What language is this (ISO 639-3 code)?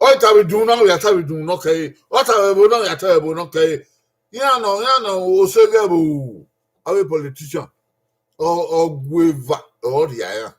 bin